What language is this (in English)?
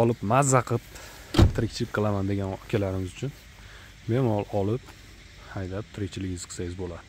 Uzbek